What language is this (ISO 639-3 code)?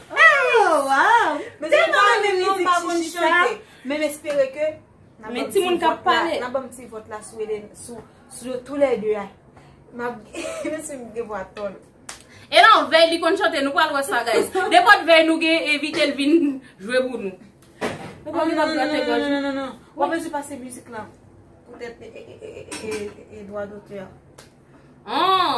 hat